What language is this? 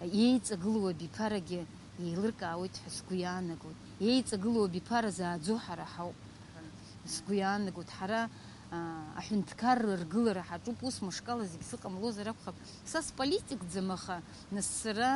Abkhazian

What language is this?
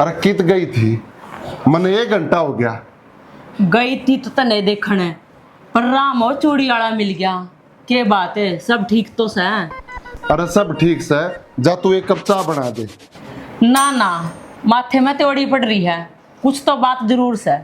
Haryanvi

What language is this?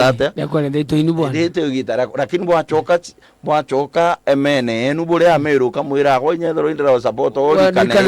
Meru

